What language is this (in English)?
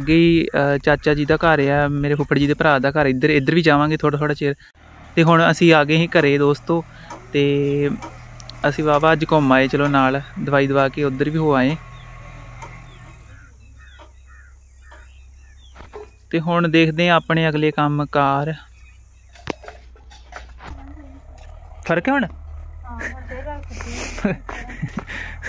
Punjabi